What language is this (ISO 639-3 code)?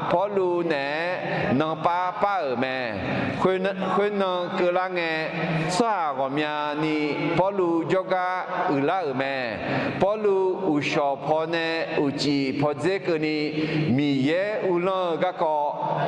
ahk